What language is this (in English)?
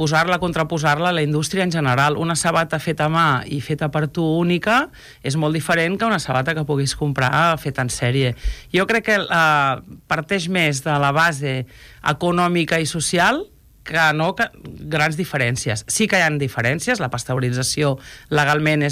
Catalan